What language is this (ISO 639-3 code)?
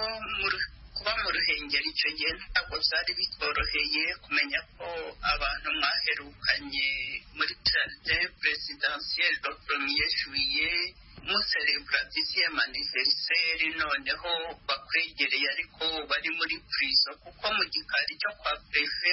kin